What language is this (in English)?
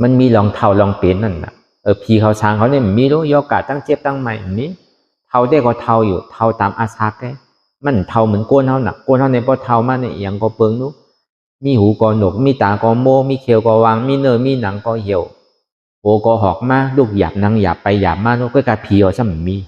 Shan